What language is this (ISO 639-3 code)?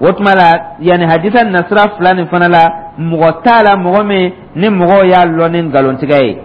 dyu